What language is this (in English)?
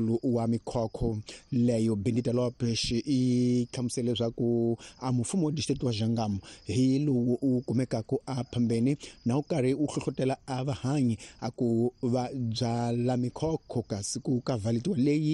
Tsonga